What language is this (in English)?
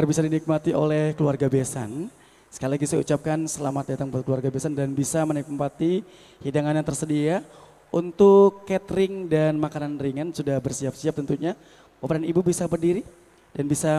Indonesian